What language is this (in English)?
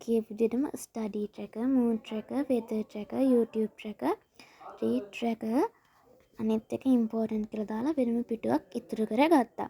Sinhala